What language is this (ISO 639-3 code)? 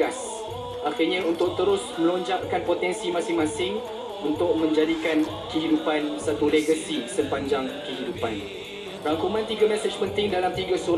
msa